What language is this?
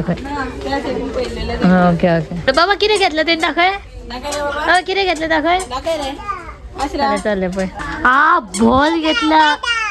Konkani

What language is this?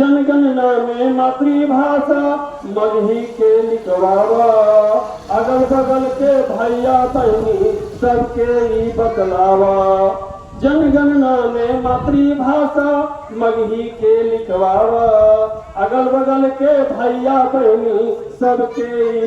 Magahi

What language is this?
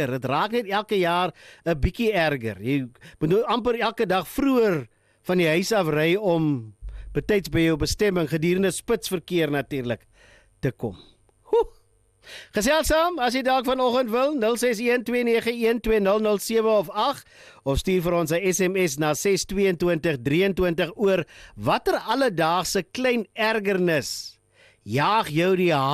Afrikaans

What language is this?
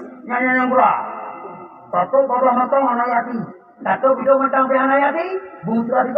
Achinese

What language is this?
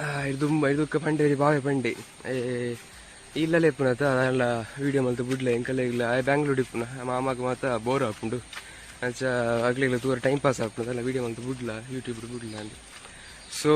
Tulu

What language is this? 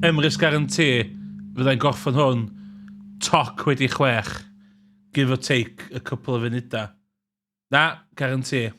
Welsh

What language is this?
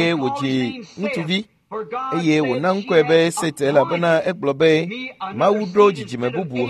Ewe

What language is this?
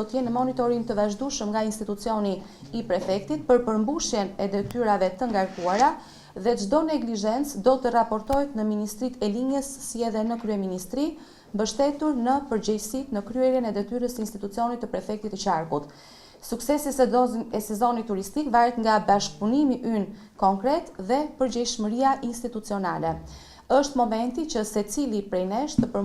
Albanian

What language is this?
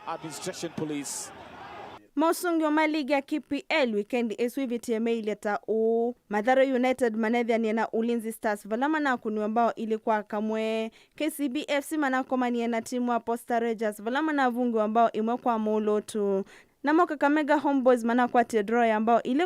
Kamba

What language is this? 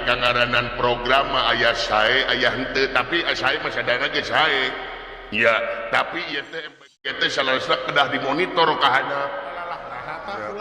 Sundanese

